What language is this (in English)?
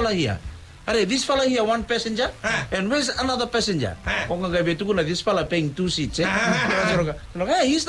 Fijian